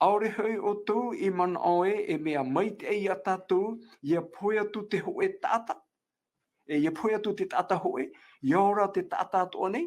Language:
Tahitian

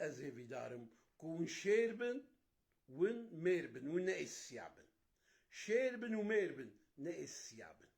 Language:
Kurdish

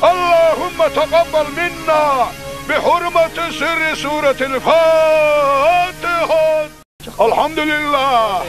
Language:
Chechen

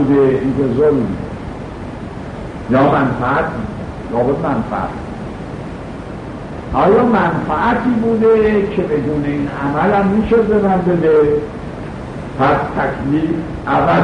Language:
Persian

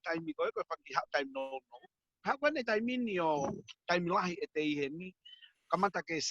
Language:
Tongan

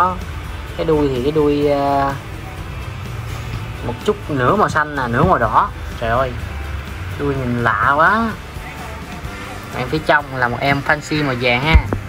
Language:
Vietnamese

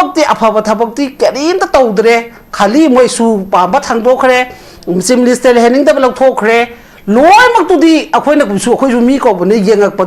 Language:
Manipuri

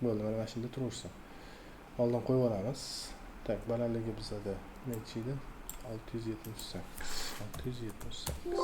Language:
Uzbek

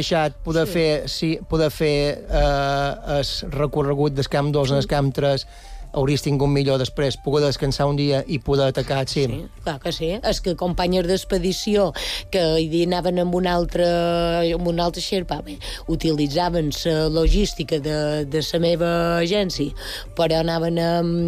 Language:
Catalan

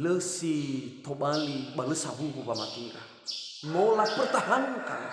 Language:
Nias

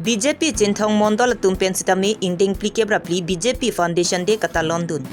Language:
Karbi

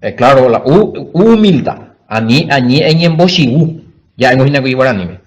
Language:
Guarani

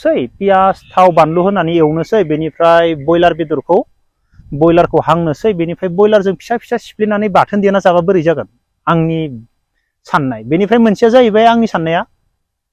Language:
Bodo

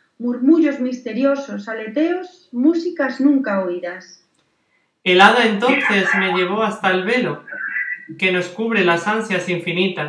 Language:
Spanish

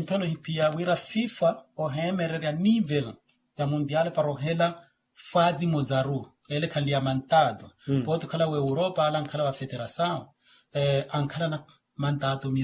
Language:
Makhuwa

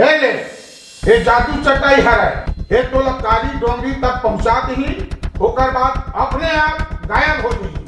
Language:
Chhattisgarhi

